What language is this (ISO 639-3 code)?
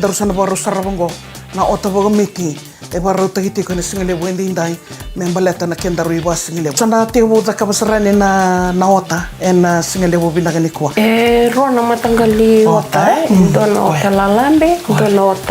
fij